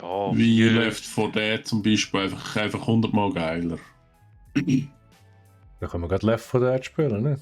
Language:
Swiss German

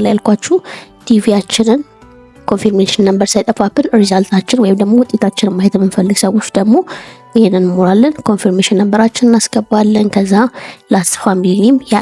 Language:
Amharic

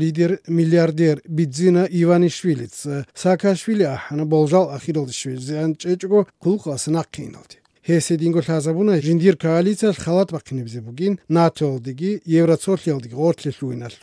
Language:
Georgian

